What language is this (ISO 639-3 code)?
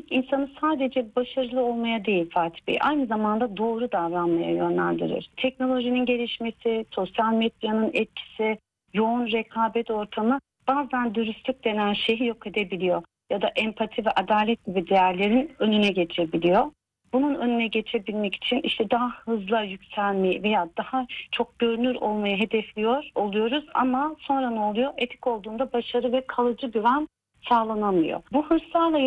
tur